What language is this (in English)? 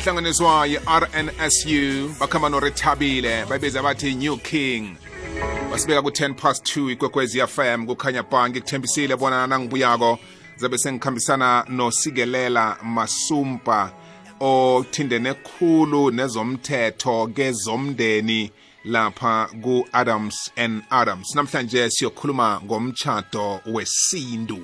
South Ndebele